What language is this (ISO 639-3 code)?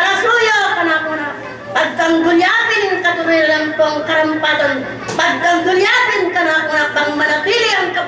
pam